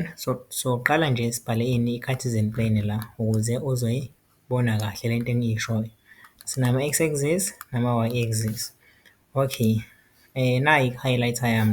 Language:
Zulu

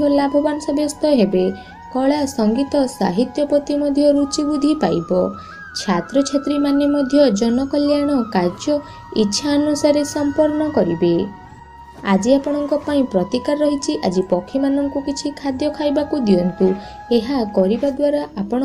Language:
Odia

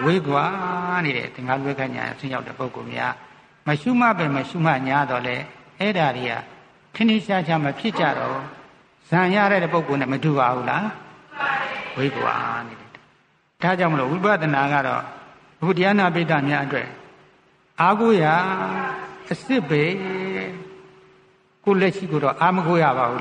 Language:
Burmese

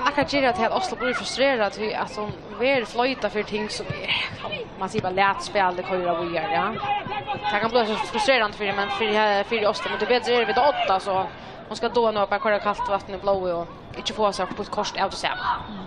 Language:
Faroese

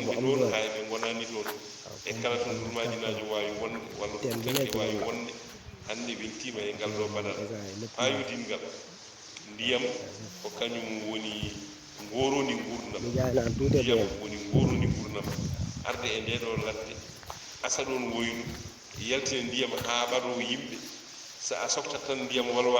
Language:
Fula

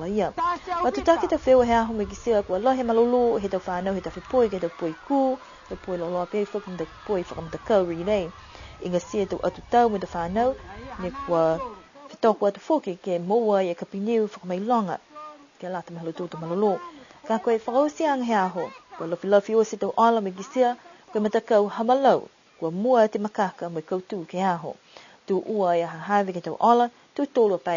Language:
Niuean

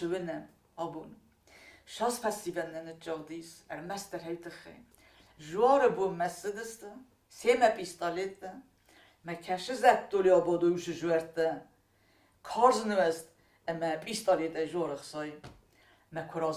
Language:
Ossetic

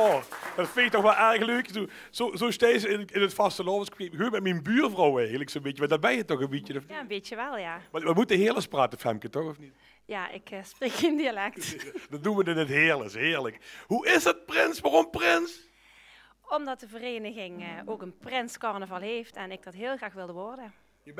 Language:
Limburgish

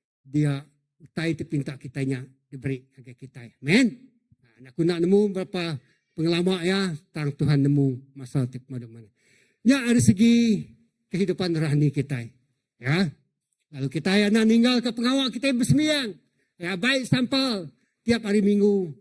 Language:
Iban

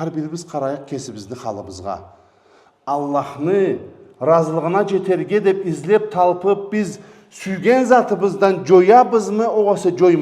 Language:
Karachay-Balkar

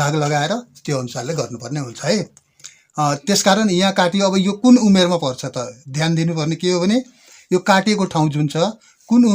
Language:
Nepali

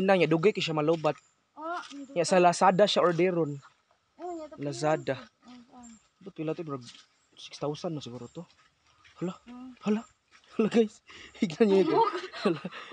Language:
Cebuano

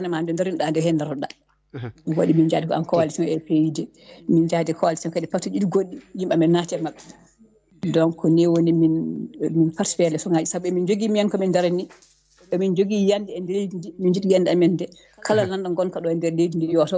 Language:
Fula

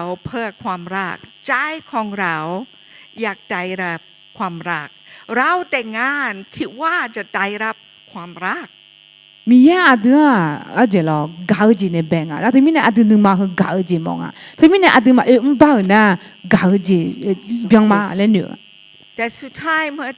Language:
Akha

